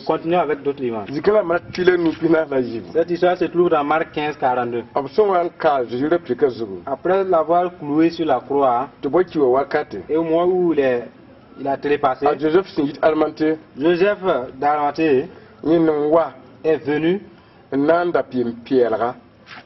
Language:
Mossi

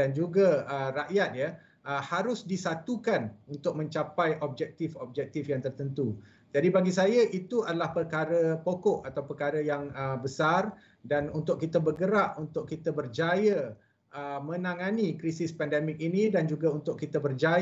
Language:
Malay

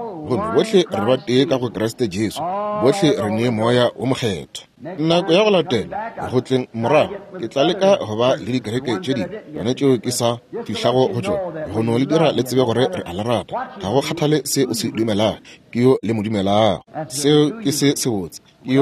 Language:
Northern Sotho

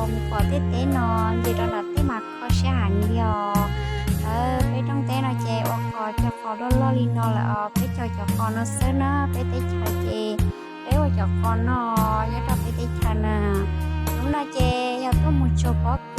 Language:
Hmong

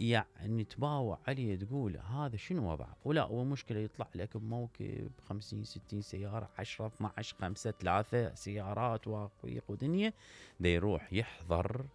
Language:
Mesopotamian Arabic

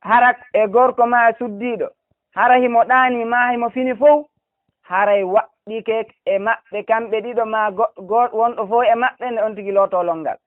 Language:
Fula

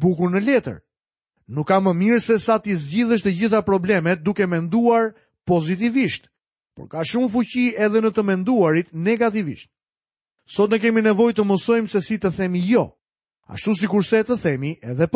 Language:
Albanian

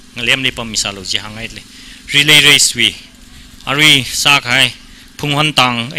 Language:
Tangkhul Naga (India)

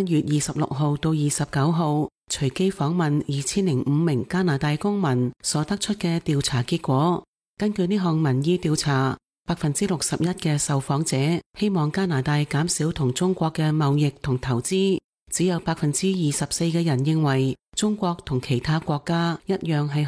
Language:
Cantonese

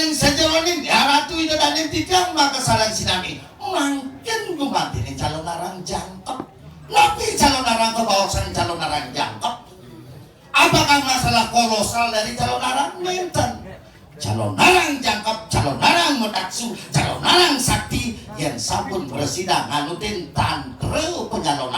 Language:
Balinese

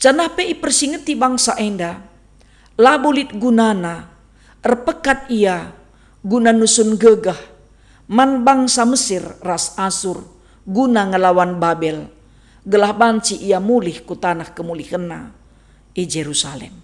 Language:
Batak Karo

